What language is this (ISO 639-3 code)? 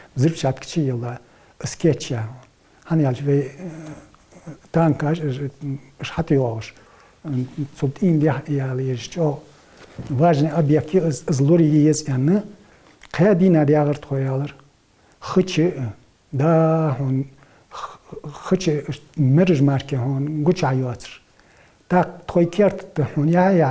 inh